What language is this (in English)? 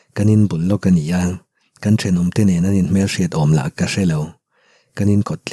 Mizo